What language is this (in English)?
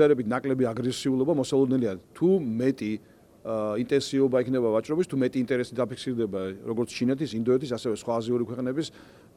Georgian